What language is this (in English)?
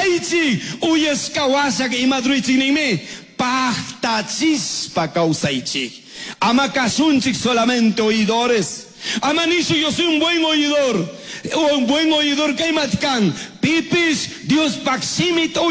Chimborazo Highland Quichua